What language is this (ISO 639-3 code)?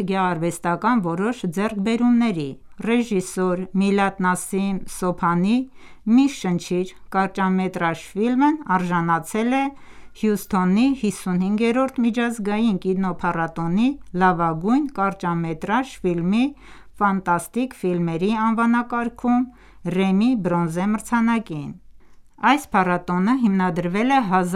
hye